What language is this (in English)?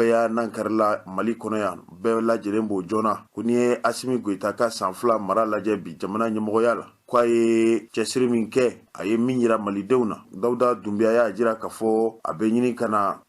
Bambara